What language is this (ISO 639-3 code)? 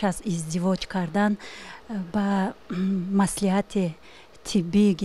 tgk